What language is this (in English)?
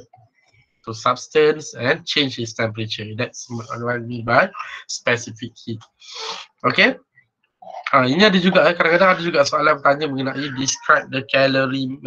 Malay